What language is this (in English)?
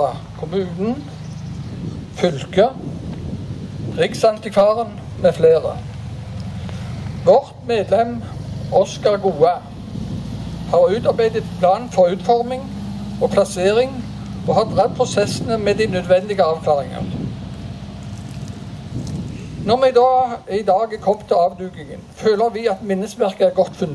Norwegian